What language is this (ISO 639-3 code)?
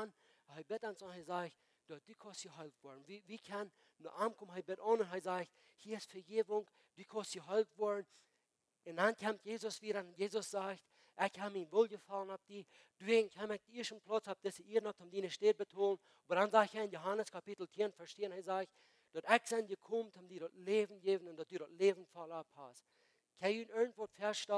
pdt